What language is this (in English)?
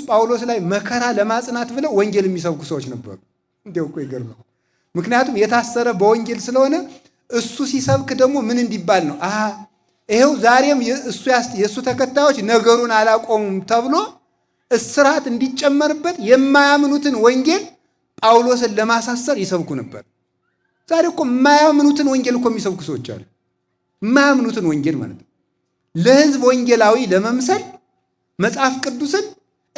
Amharic